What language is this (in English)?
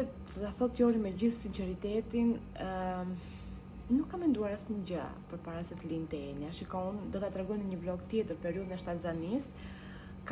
Albanian